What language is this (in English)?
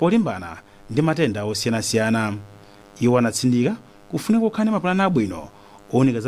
Nyanja